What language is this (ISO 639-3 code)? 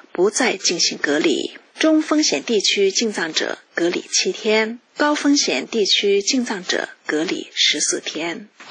zho